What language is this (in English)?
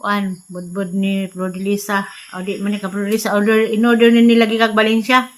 Cebuano